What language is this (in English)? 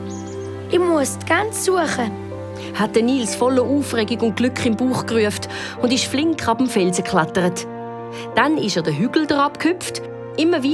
Swiss German